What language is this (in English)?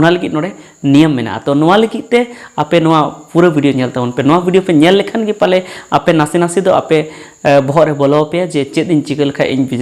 Santali